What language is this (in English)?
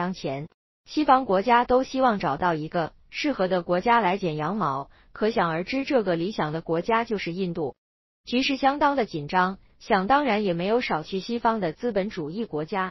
Chinese